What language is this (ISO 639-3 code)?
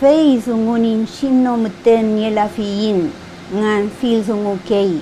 arn